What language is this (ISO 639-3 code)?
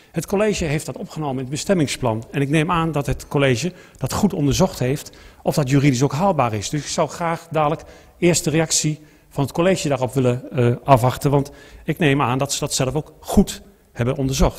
nld